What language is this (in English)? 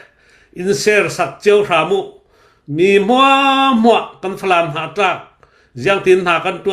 Hakha Chin